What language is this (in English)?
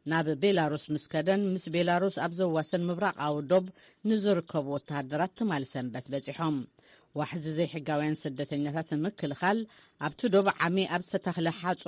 Tigrinya